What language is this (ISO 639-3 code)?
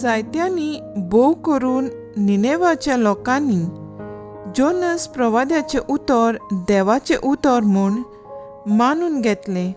kok